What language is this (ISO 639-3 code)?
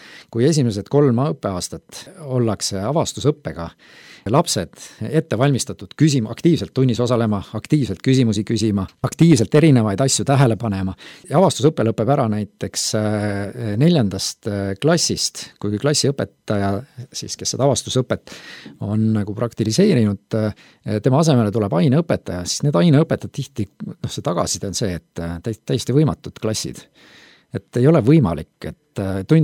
est